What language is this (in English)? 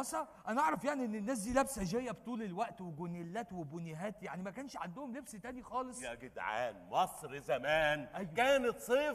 Egyptian Arabic